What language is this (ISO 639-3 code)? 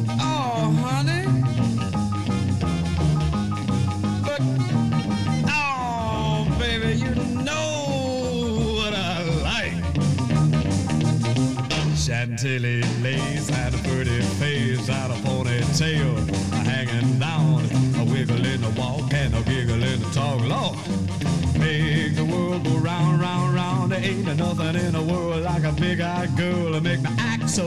eng